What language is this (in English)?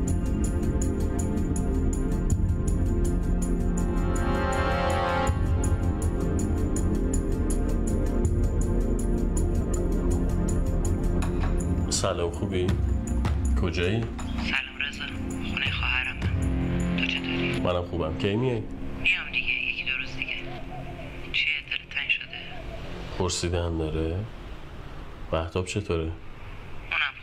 Persian